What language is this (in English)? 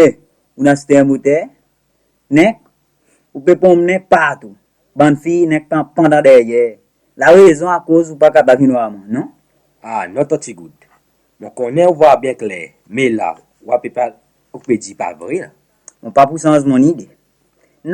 Seselwa Creole French